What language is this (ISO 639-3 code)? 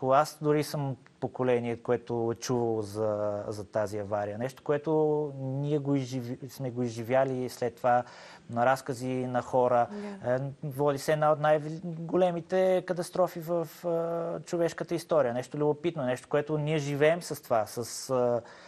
bul